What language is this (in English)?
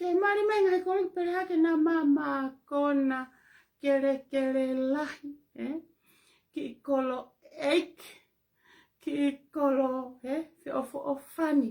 Tongan